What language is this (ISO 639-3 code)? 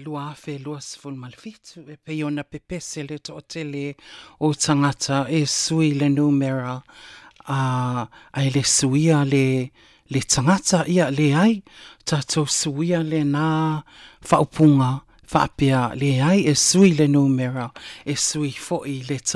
smo